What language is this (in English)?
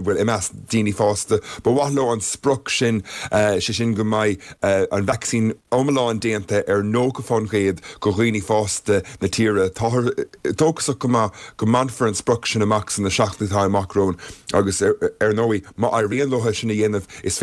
Irish